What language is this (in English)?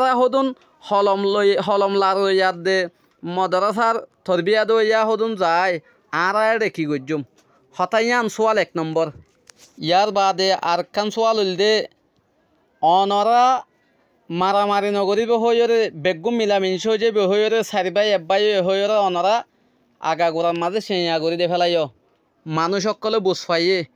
Rohingya